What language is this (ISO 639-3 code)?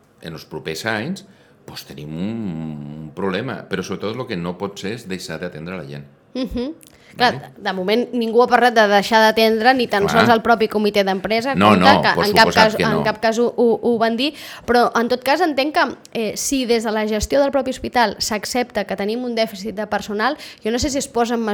cat